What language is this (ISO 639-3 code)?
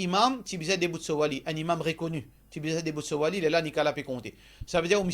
mfe